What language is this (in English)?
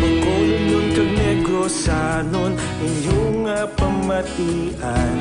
Hiligaynon